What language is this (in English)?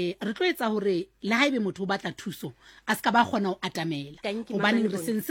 Southern Sotho